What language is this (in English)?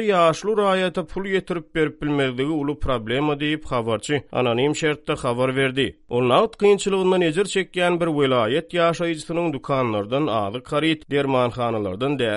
Turkmen